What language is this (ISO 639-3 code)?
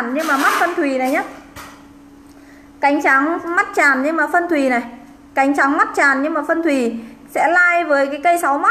vie